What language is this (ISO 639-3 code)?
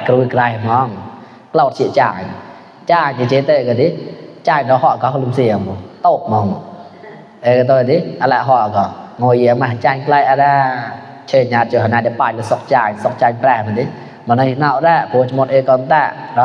mnw